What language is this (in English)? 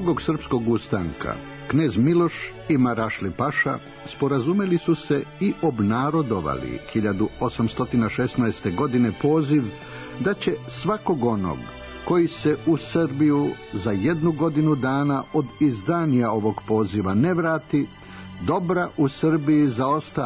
Serbian